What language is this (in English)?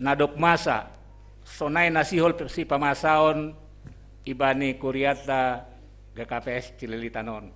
Batak Simalungun